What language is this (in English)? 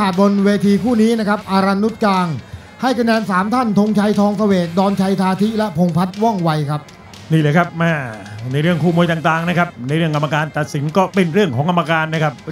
Thai